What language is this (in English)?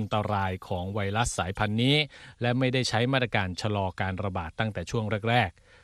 Thai